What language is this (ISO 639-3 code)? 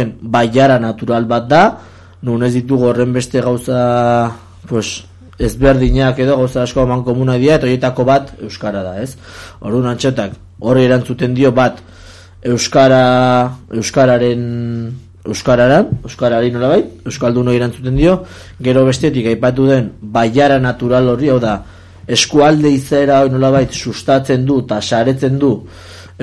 eus